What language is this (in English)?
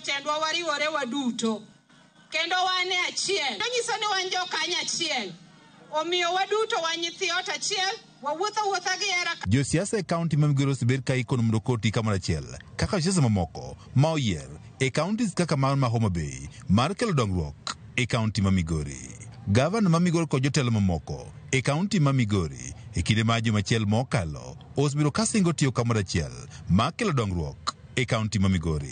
Luo (Kenya and Tanzania)